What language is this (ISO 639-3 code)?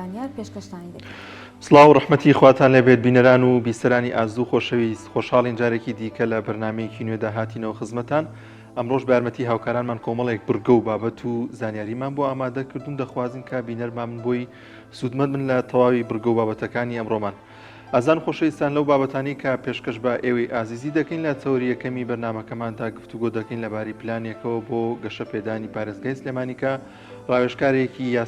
ckb